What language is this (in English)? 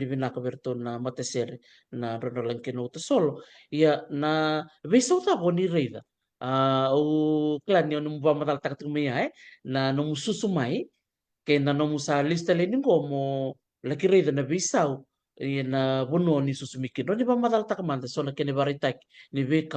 Fijian